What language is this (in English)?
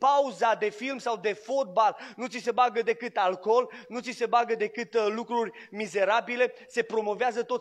Romanian